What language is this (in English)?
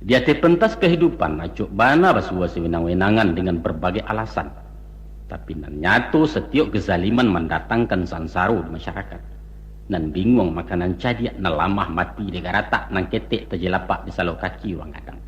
Minangkabau